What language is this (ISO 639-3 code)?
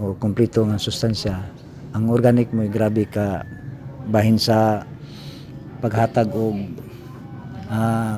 ceb